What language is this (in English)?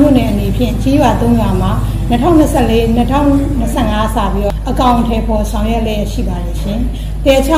Burmese